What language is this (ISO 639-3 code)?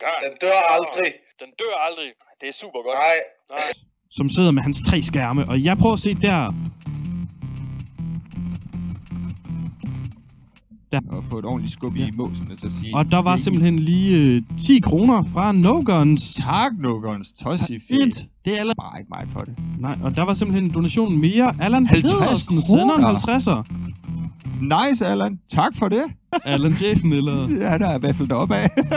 dan